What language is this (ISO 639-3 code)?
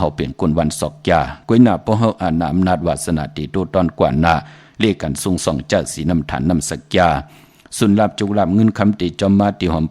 shn